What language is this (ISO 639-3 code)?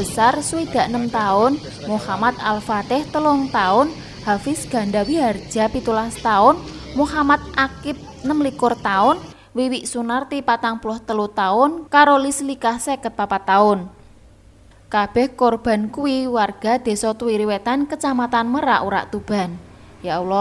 jav